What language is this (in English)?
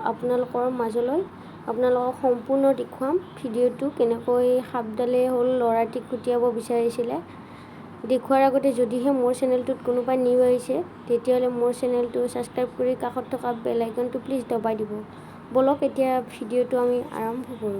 Assamese